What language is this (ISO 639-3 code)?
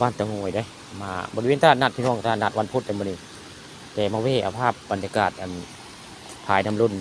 tts